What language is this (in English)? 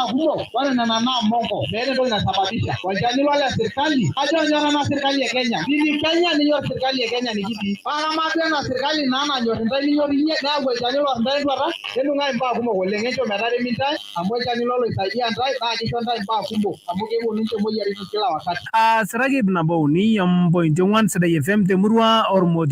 Masai